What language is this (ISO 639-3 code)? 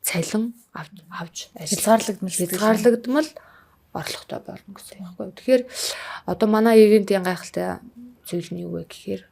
mon